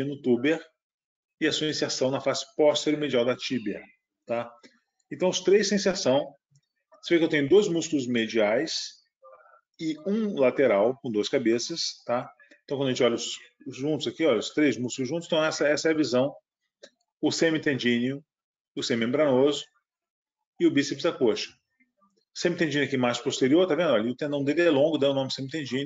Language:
Portuguese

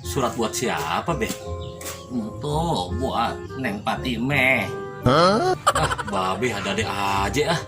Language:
Betawi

